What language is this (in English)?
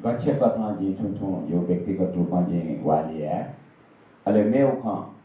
Newari